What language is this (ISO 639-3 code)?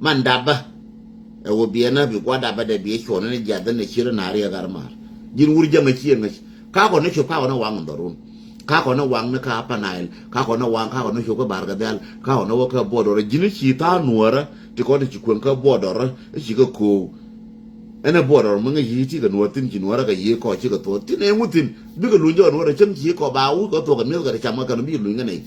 nus